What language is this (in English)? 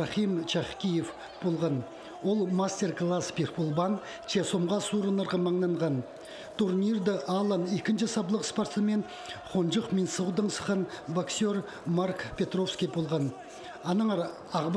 Khakas